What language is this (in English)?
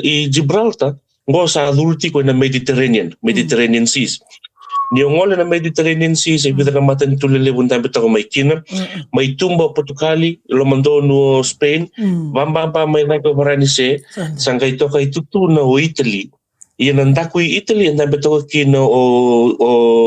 Fijian